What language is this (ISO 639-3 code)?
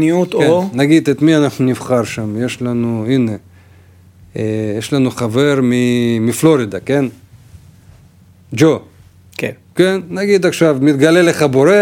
heb